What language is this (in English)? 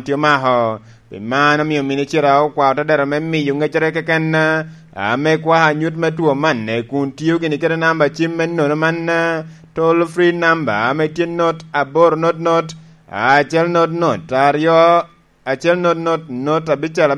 Lango (Uganda)